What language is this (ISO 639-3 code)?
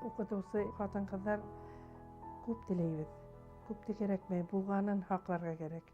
bak